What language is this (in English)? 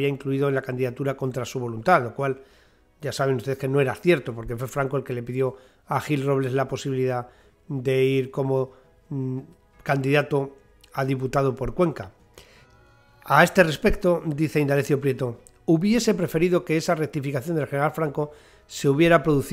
Spanish